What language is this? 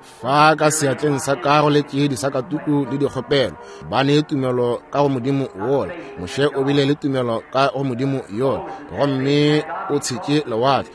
Northern Sotho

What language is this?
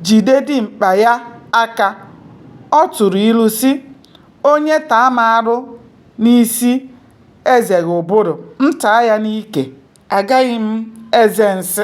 Igbo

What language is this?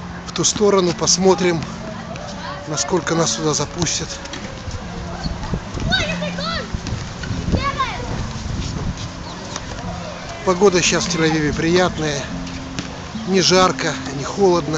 Russian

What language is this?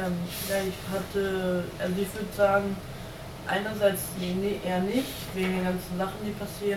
German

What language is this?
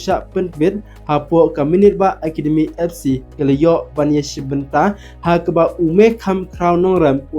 Khasi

